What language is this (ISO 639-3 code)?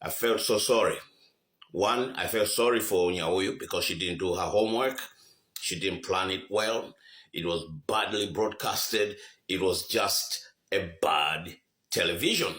nya